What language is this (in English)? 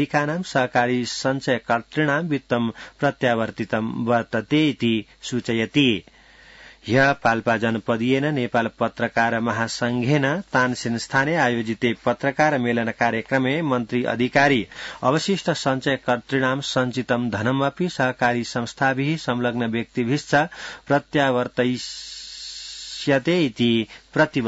Sanskrit